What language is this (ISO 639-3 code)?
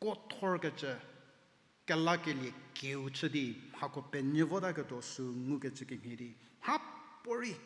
njm